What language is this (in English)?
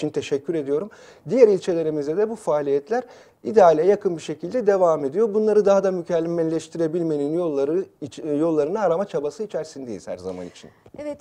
Turkish